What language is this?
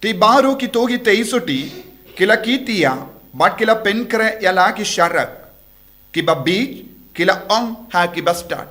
Khasi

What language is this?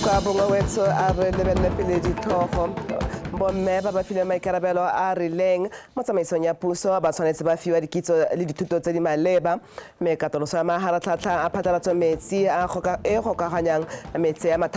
Tswana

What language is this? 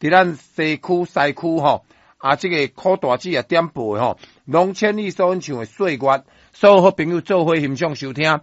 Min Nan Chinese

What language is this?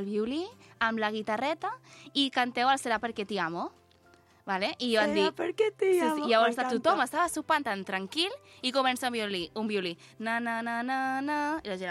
Catalan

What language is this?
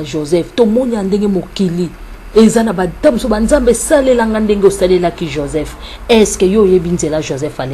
Lingala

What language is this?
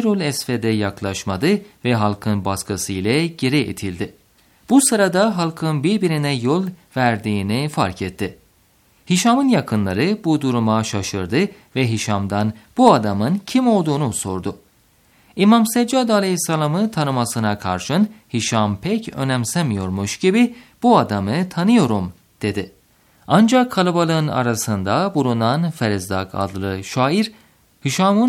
Turkish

